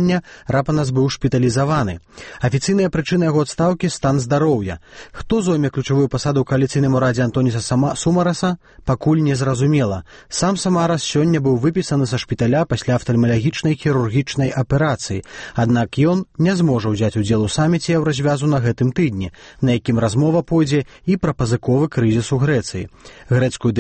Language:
Belarusian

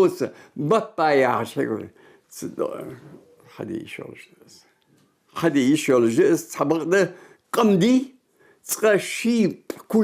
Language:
Ingush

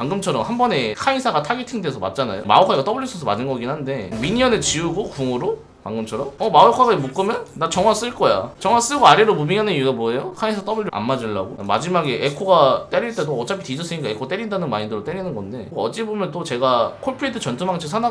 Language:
Korean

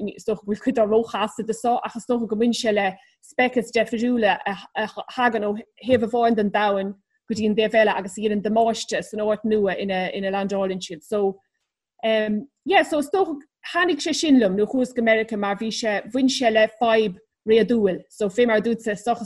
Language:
Irish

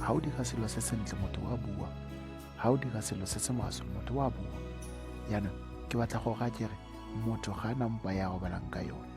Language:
Tswana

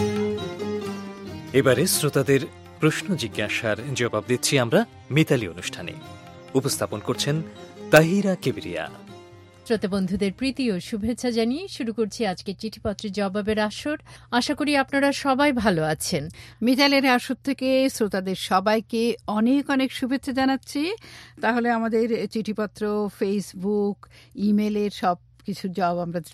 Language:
Bangla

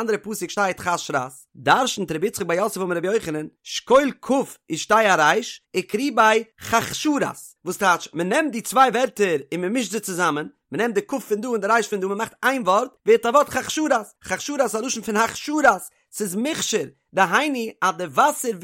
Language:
Yiddish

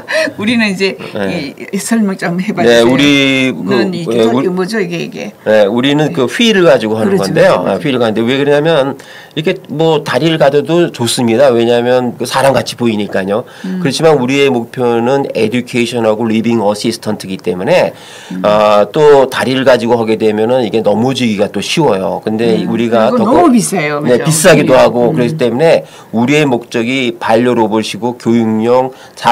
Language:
Korean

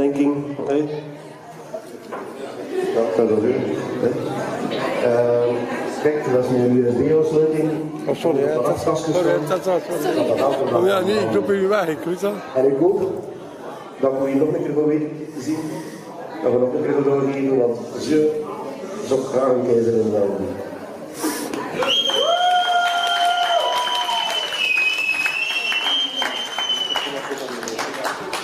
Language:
Dutch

